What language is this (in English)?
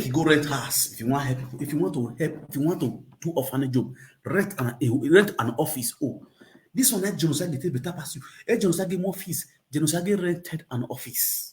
Nigerian Pidgin